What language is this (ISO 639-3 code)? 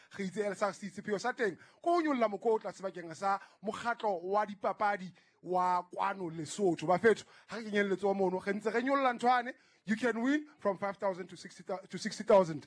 sot